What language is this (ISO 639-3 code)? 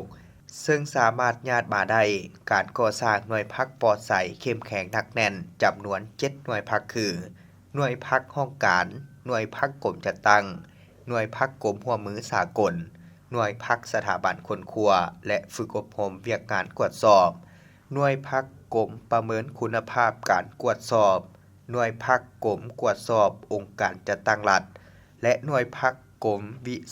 lao